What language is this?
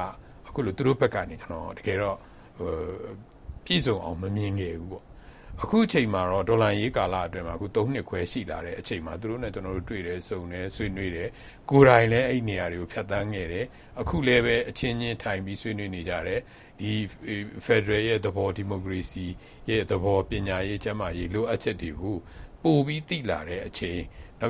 Burmese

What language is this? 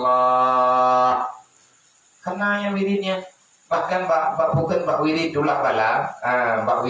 Achinese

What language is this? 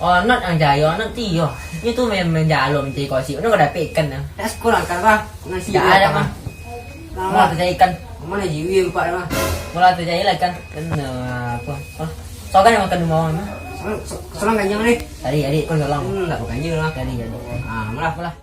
Minangkabau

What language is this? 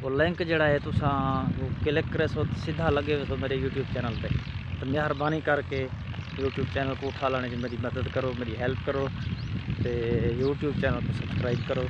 Saraiki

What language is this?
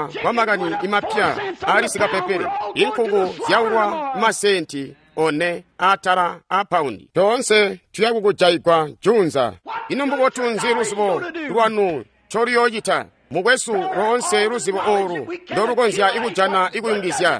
Tonga (Zambia)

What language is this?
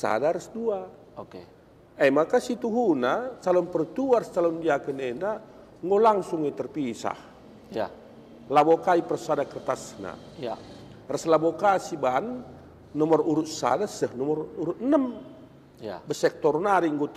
Batak Karo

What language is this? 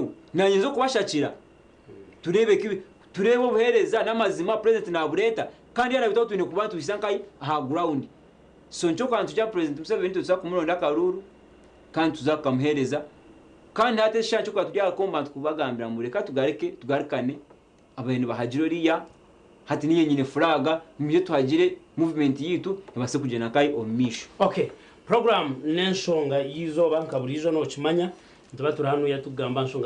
Nyankole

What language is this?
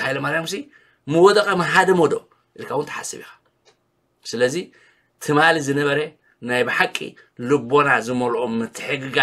Tigrinya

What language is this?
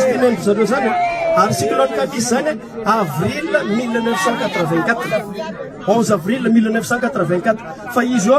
Malagasy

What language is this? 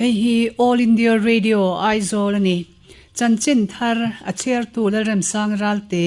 Mizo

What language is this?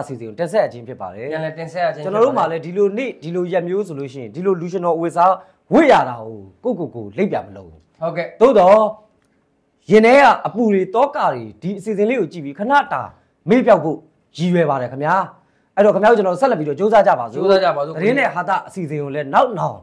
Burmese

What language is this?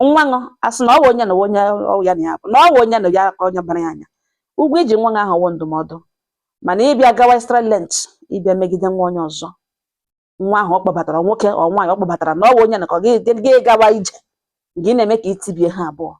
Igbo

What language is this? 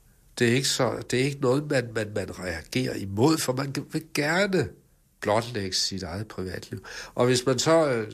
Danish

